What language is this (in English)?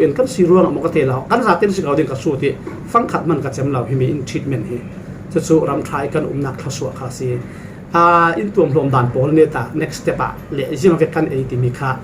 Falam Chin